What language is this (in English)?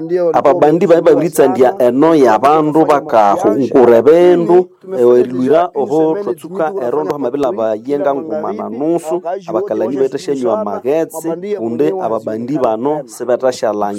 Nande